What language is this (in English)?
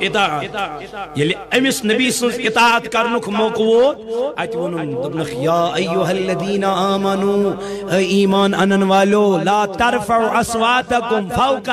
Kashmiri